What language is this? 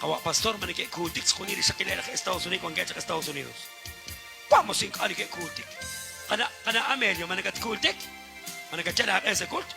Kekchí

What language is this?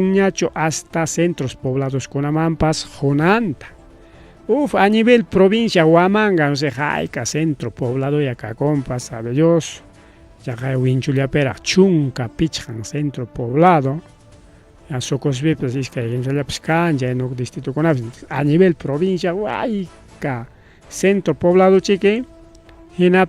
Ayacucho Quechua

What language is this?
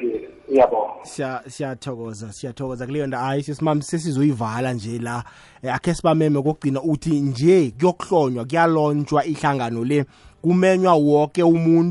South Ndebele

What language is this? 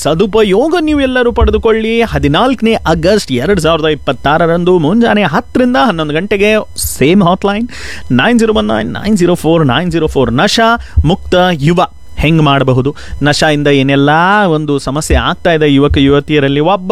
Kannada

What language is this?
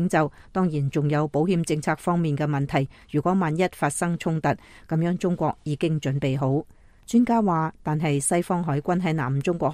Cantonese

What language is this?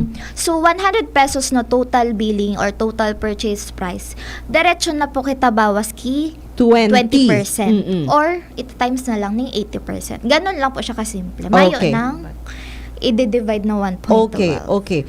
Bikol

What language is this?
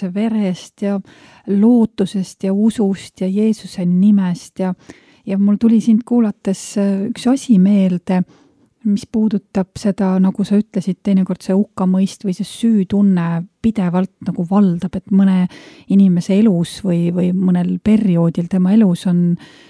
Estonian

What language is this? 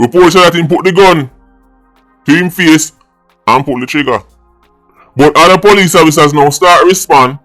Jamaican Creole English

